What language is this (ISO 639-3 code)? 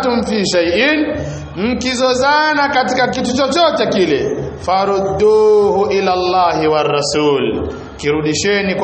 swa